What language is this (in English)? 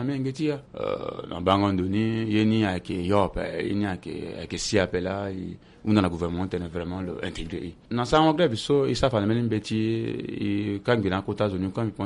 Sango